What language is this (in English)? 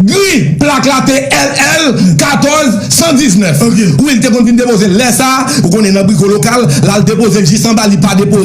Haitian Creole